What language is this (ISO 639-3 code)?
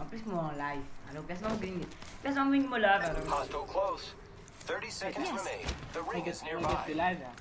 mfe